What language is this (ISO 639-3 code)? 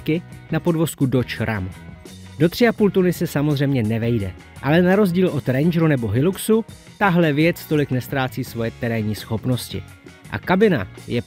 ces